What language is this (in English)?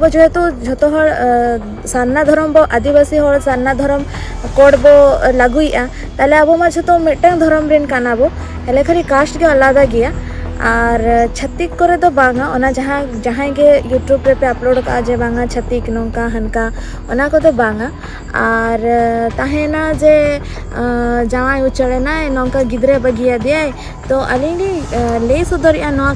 Santali